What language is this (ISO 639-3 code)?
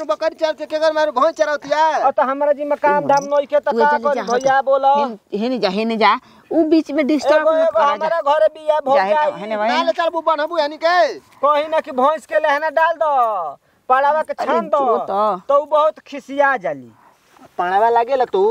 bho